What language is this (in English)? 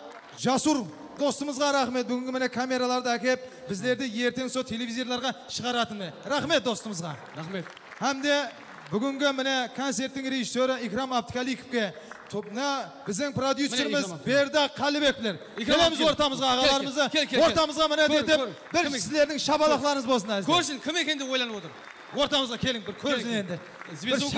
Kara-Kalpak